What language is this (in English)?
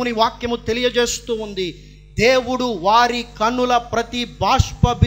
Telugu